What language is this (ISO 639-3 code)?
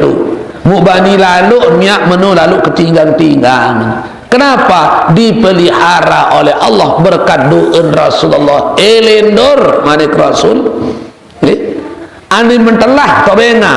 sas